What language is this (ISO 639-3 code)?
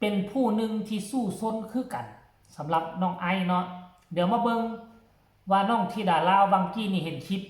tts